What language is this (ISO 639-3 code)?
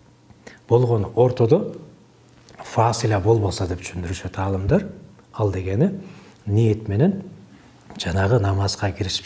kir